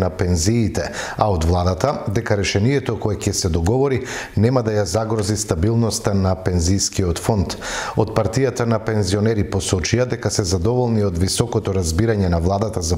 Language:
Macedonian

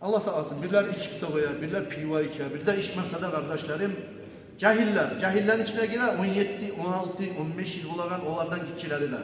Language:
Kumyk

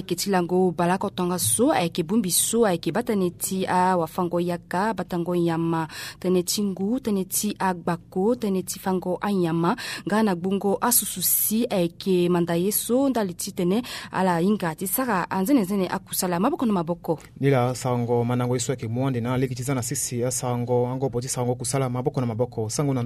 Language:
Sango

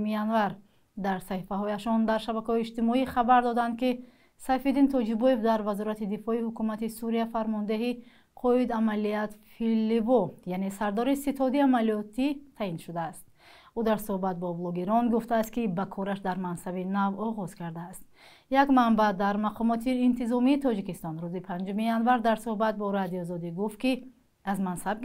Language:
Tajik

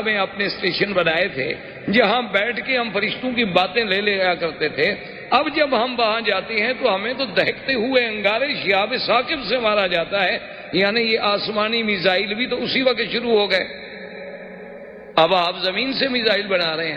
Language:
Urdu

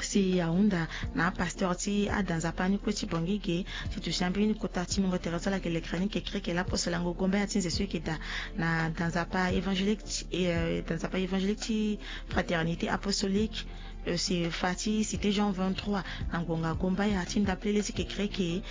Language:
Sango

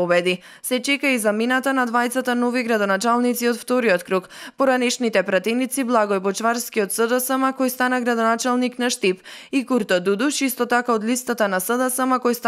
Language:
Macedonian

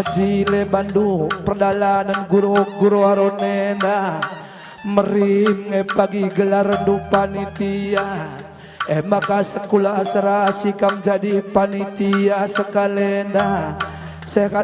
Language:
Batak Karo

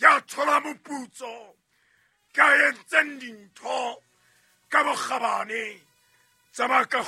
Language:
Southern Sotho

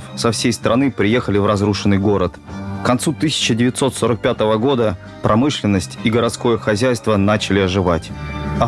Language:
Russian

